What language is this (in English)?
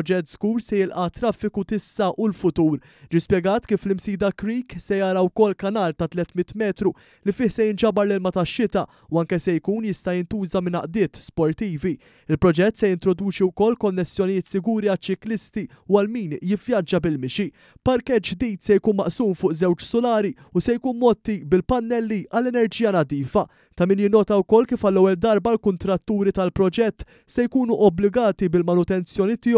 Maltese